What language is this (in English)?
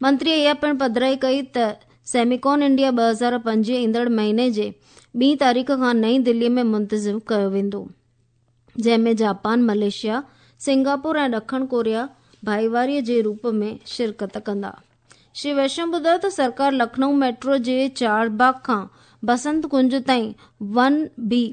Sindhi